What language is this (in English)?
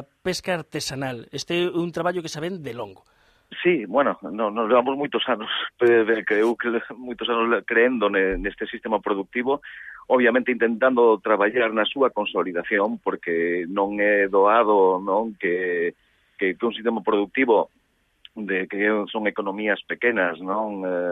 Galician